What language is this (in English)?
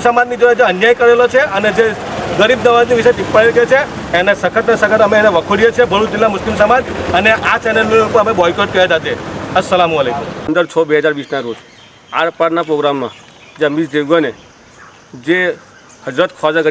Gujarati